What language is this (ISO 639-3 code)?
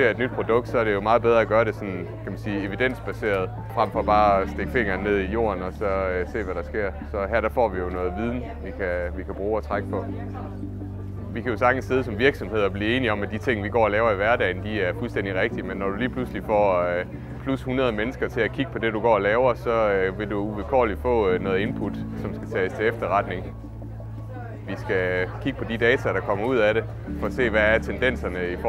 dan